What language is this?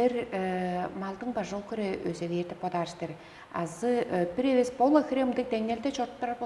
Tuvinian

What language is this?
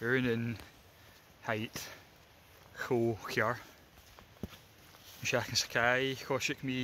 Scottish Gaelic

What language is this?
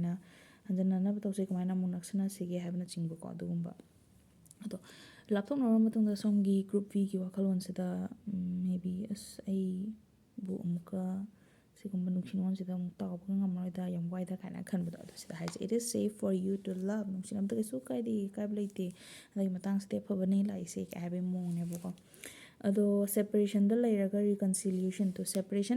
Manipuri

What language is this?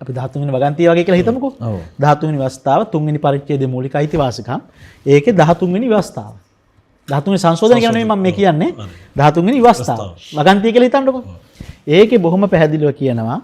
Sinhala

